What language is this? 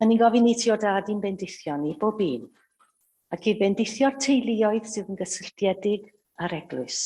Welsh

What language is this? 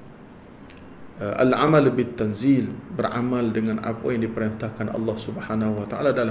Malay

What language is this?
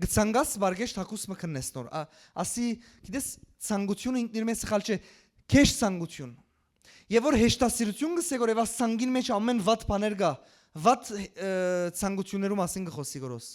Western Armenian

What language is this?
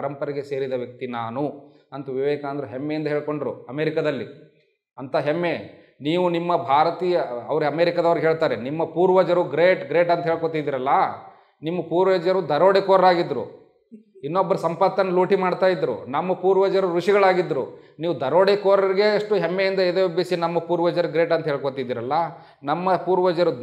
Kannada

